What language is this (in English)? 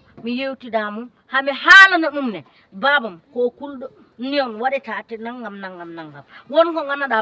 Fula